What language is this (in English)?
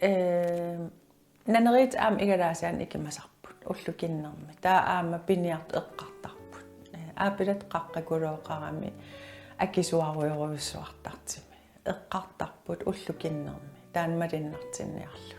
Kalaallisut